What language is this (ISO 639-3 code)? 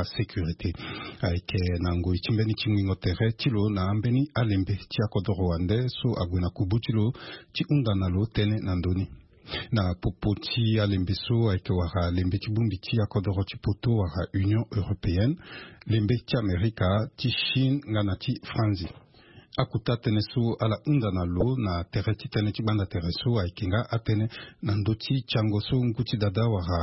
sag